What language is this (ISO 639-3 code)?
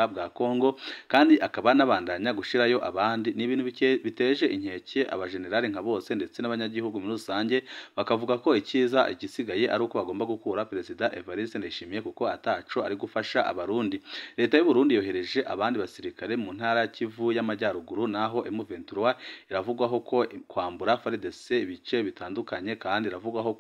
run